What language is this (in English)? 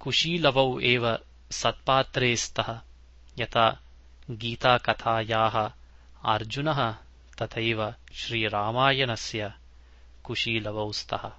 Sanskrit